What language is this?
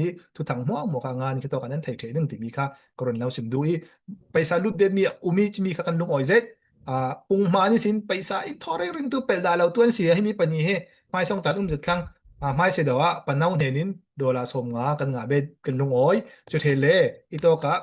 Falam Chin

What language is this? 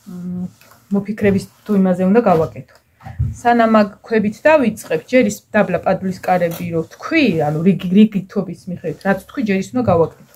Georgian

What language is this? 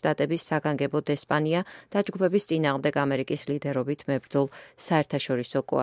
Georgian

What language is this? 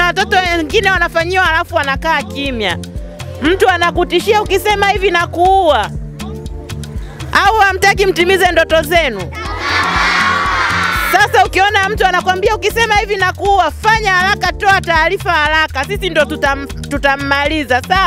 Swahili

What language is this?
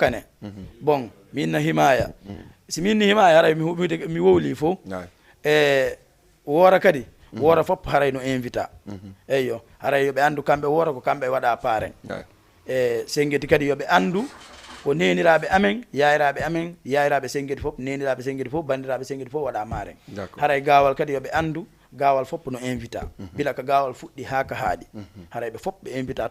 Fula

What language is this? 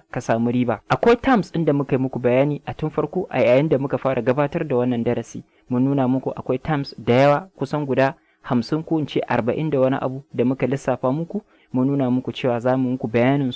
Hausa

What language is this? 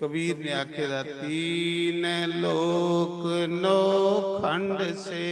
Dogri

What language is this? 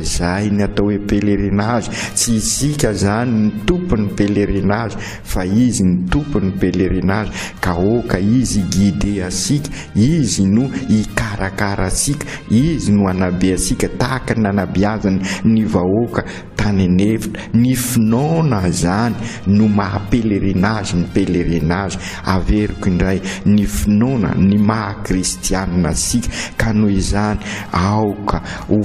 Malagasy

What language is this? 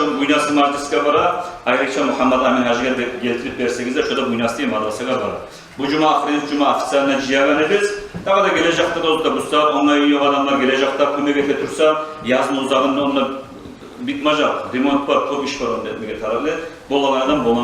Kumyk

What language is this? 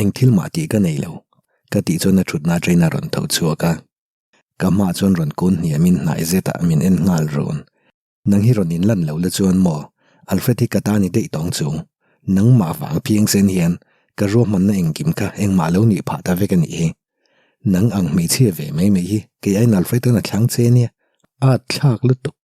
Mizo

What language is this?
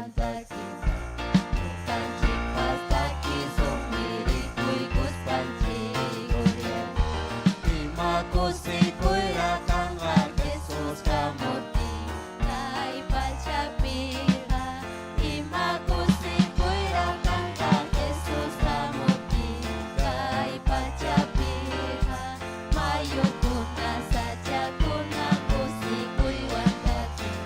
Ayacucho Quechua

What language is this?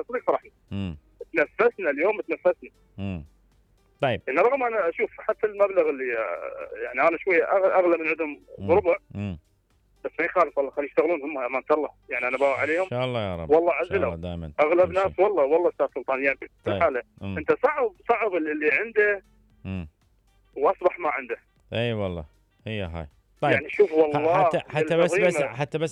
Mesopotamian Arabic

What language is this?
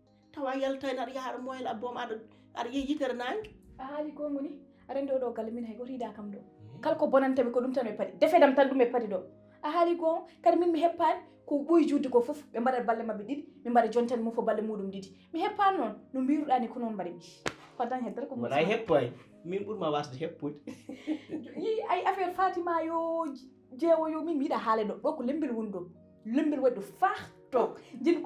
Fula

